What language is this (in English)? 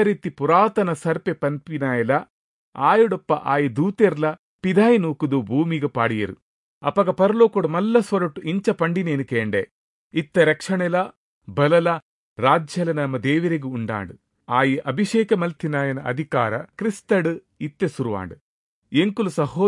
Tulu